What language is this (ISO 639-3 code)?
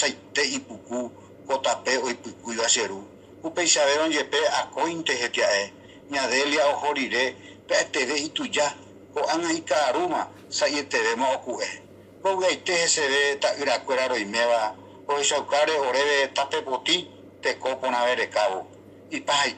grn